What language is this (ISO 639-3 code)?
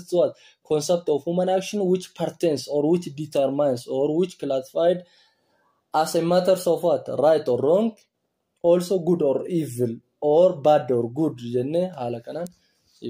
orm